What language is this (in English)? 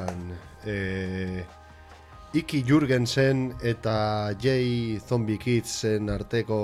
Basque